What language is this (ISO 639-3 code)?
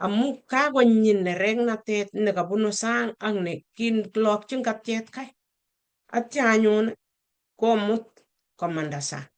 kln